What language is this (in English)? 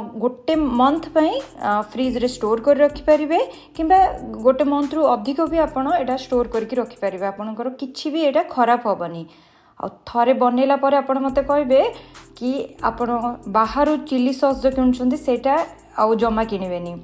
Odia